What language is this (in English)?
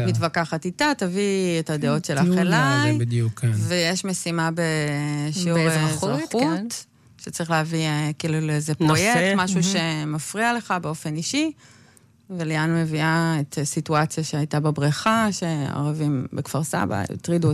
Hebrew